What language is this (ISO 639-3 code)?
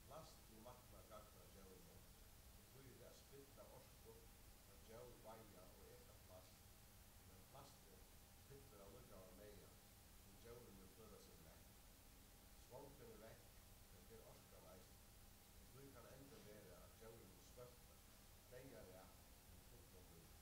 fao